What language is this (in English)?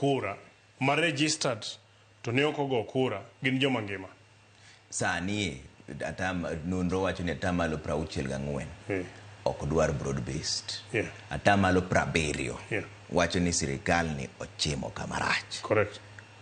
Luo (Kenya and Tanzania)